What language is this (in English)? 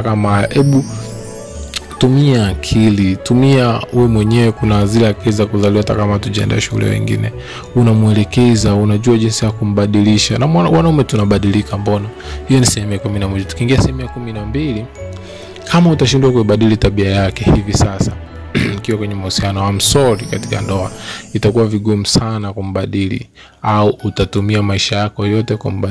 Swahili